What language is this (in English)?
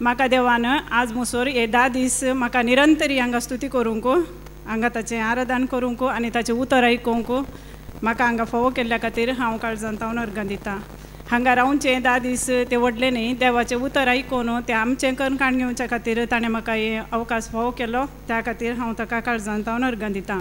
Konkani